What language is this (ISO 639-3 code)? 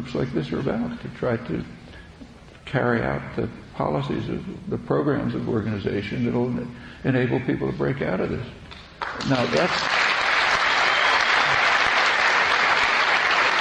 eng